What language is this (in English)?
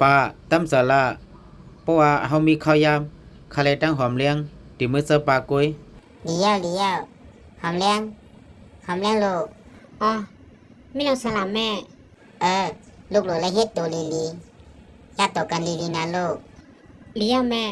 Shan